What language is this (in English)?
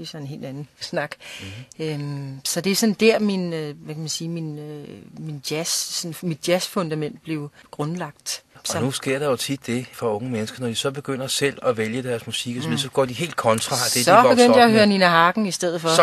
Danish